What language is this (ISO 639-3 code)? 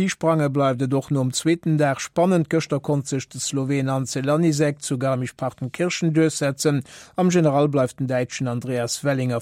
ltz